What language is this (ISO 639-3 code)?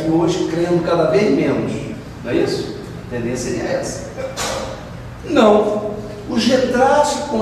por